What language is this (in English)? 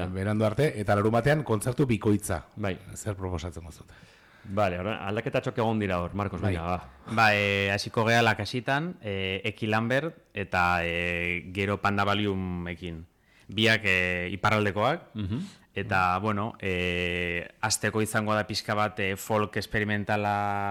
Basque